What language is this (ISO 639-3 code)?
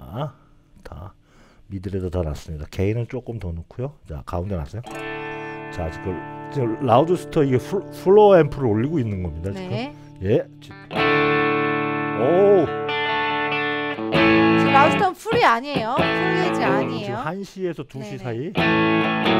kor